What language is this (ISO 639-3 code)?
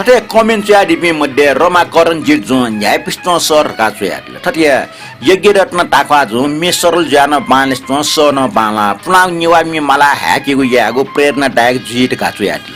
new